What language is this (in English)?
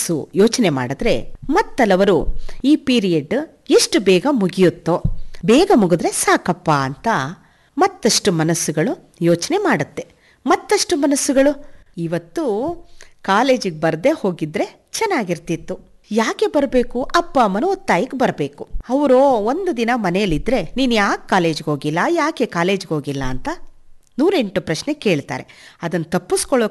Kannada